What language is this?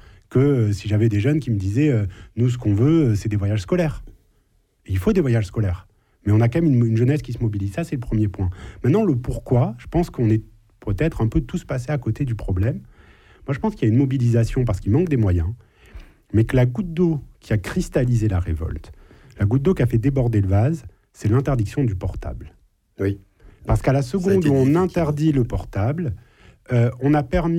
French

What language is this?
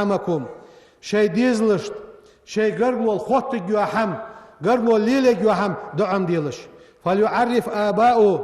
Ingush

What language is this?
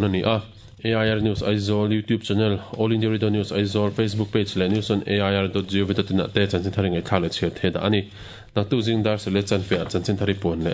Mizo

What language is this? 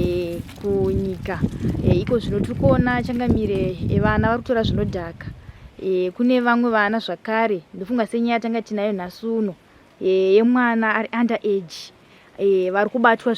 Shona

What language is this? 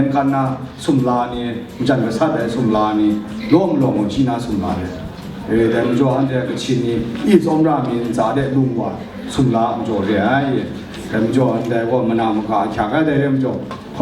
Kachin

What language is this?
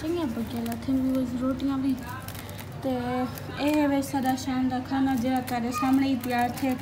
Saraiki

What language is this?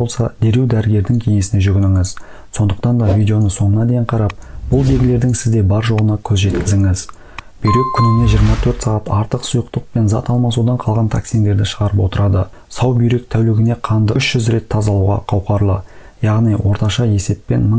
Kazakh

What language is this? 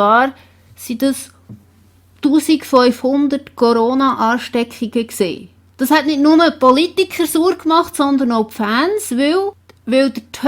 Swiss German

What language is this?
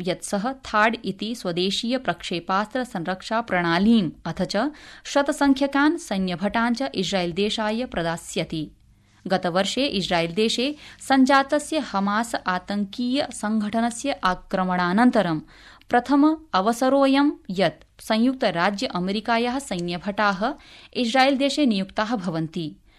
Sanskrit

